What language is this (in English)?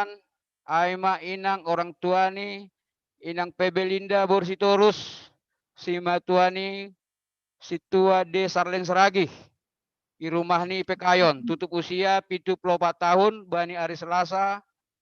Batak Simalungun